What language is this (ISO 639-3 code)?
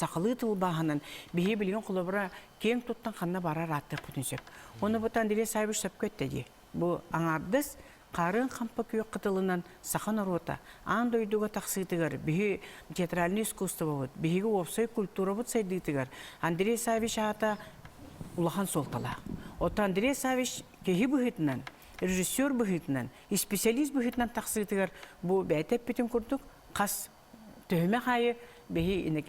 sah